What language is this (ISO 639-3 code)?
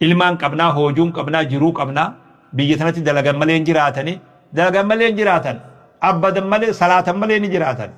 orm